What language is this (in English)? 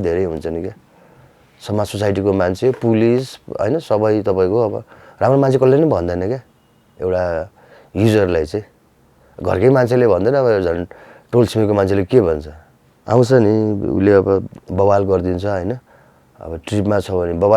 Nepali